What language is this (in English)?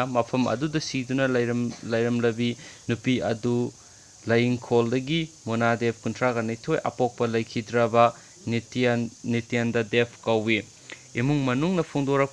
Manipuri